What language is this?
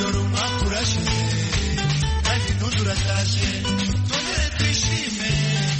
Kinyarwanda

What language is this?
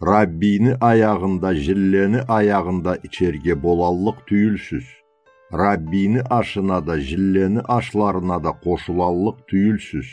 Karachay-Balkar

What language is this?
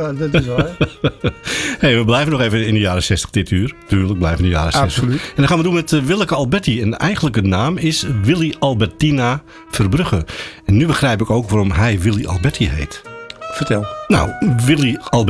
Dutch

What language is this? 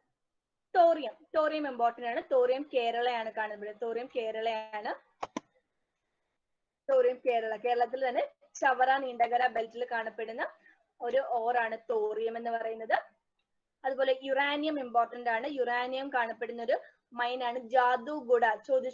Malayalam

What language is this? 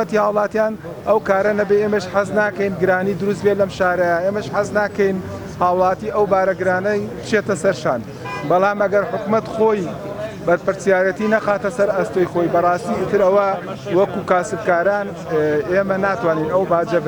Central Kurdish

